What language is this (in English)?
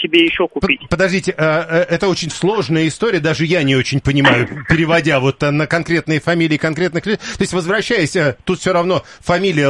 Russian